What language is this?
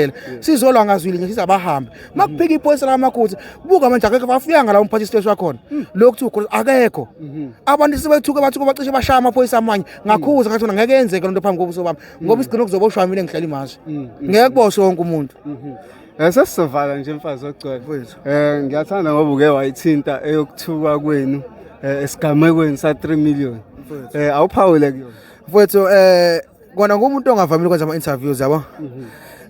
Zulu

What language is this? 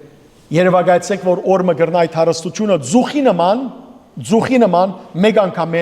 Western Armenian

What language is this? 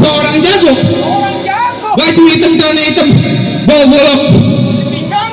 Betawi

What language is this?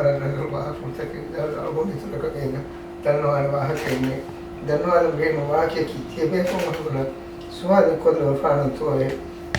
Divehi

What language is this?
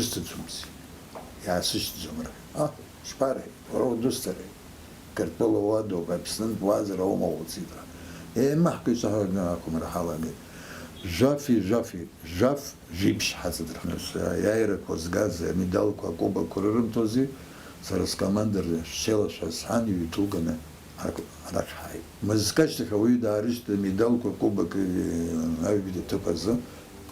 Abkhazian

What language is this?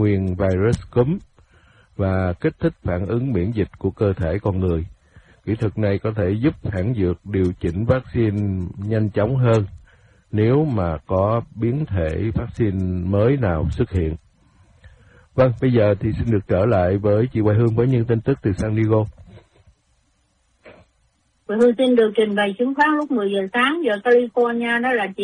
Vietnamese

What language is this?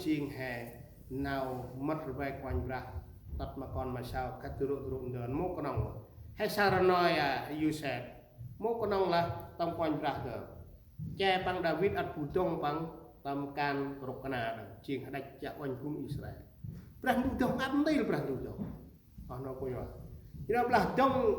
Central Mnong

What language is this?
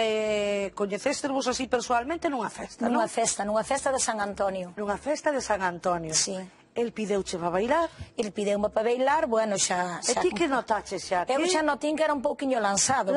Galician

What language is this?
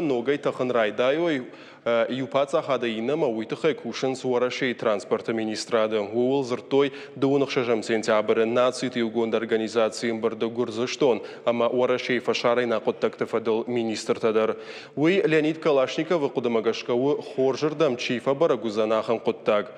Ossetic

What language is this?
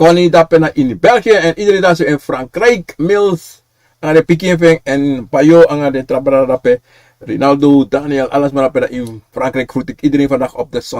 Sranan Tongo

